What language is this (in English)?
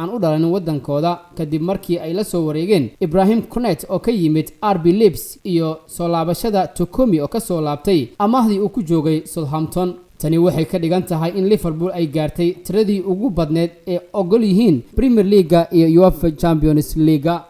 Somali